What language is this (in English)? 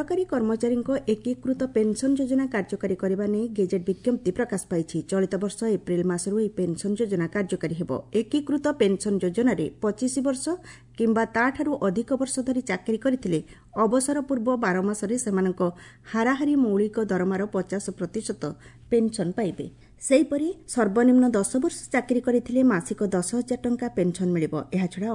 Odia